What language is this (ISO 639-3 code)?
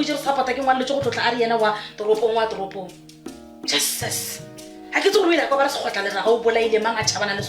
nso